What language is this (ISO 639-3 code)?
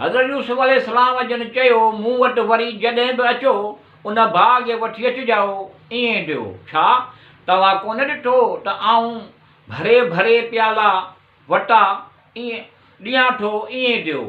snd